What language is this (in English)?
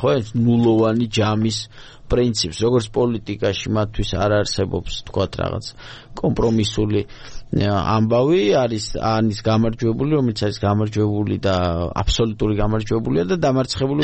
Georgian